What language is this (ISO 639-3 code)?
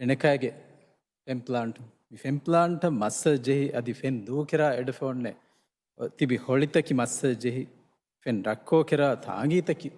div